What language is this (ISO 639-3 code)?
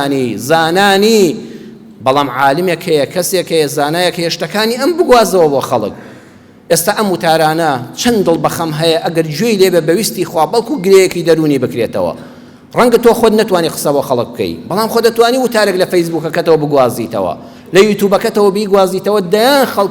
ckb